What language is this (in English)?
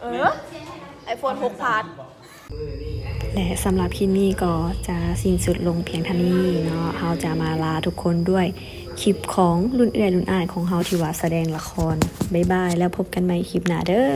Lao